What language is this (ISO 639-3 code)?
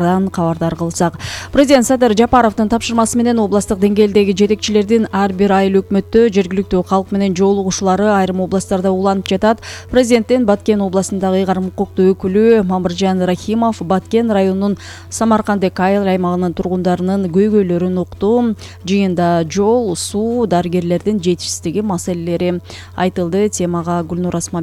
kir